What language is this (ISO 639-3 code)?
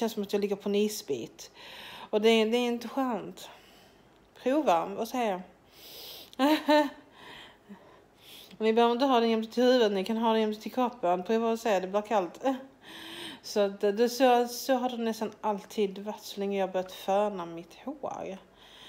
swe